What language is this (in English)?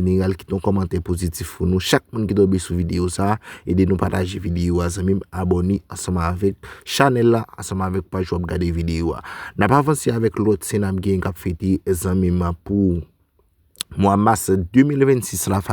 Haitian Creole